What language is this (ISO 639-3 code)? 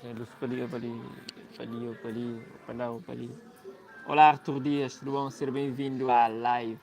kea